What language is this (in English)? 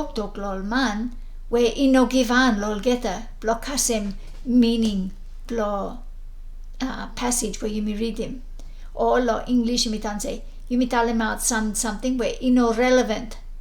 Bislama